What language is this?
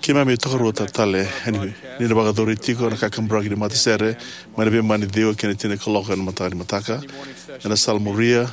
Fijian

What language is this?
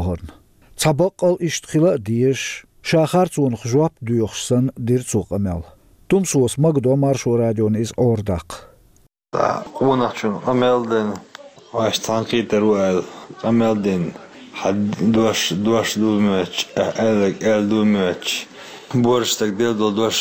Chechen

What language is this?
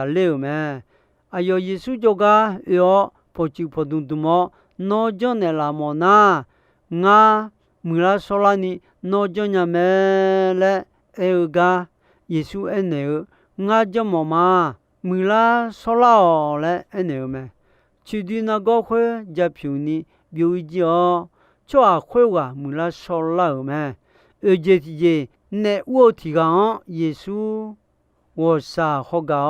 Akha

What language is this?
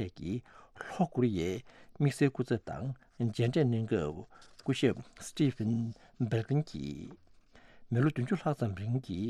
Tibetan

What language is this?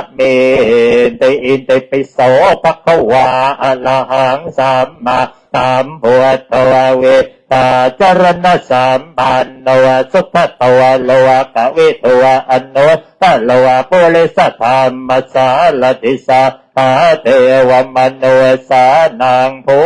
Pali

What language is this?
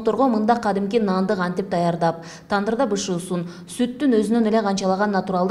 Kyrgyz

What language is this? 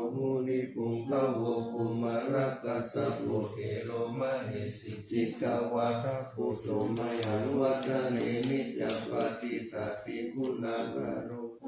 Pali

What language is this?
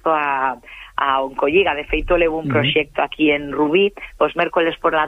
Galician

